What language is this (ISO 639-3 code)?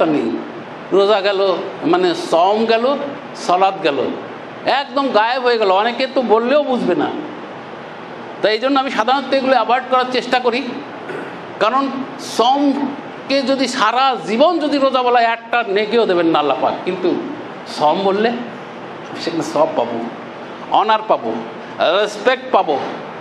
ben